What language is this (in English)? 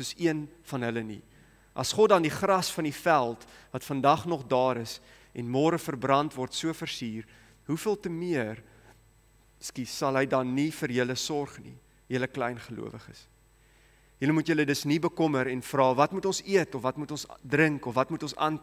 Afrikaans